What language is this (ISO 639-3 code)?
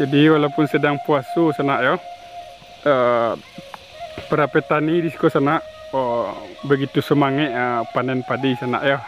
min